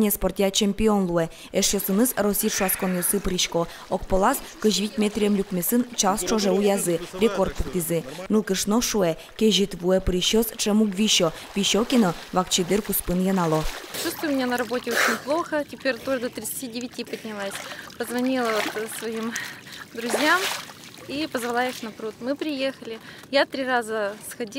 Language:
Udmurt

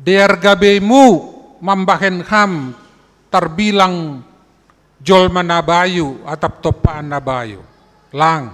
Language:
Batak Simalungun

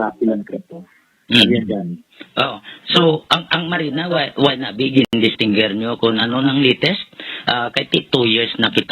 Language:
Hiligaynon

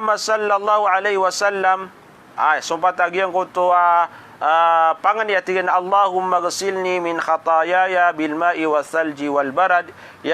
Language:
Maranao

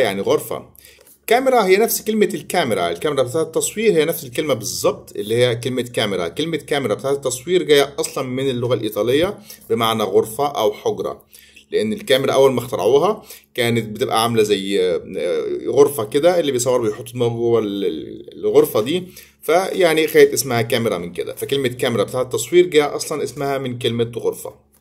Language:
Egyptian Arabic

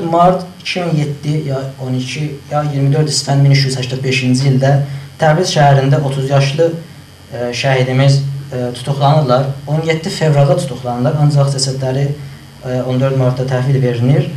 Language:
South Azerbaijani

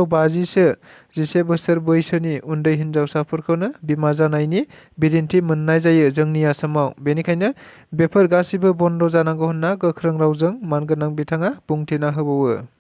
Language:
Bodo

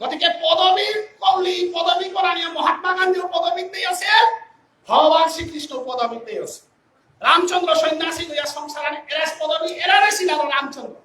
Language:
Bishnupriya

